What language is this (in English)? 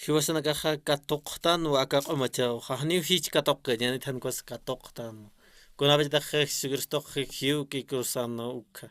Aymara